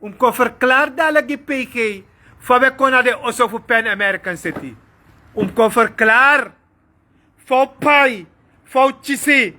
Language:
Sranan Tongo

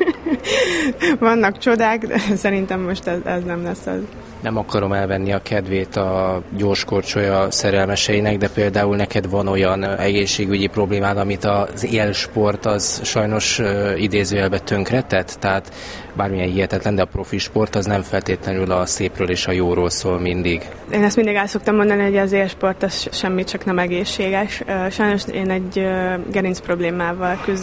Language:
Hungarian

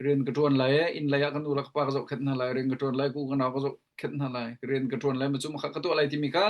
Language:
Hakha Chin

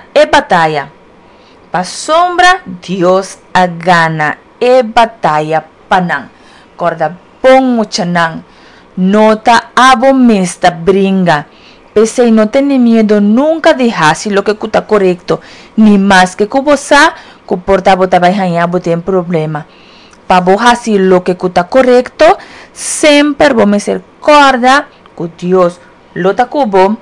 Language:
Papiamento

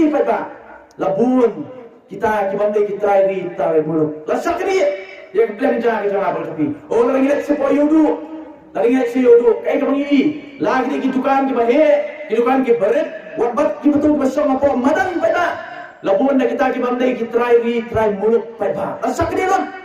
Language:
Khasi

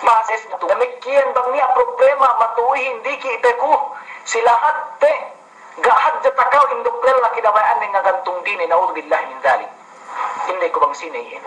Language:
Yakan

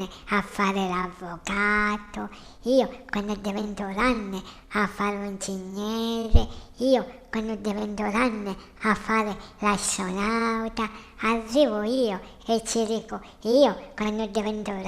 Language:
Sicilian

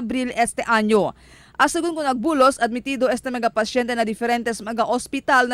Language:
Chavacano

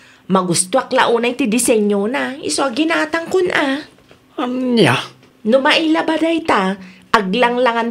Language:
Iloko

